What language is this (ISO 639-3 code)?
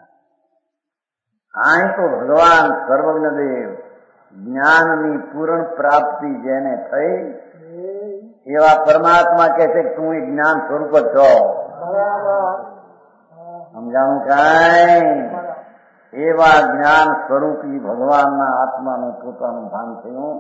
guj